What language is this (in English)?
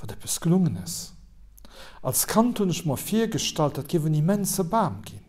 Luxembourgish